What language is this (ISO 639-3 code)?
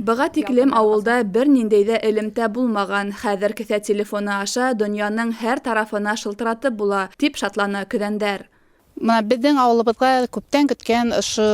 bak